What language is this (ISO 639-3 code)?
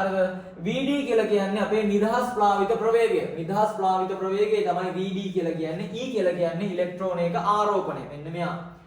sin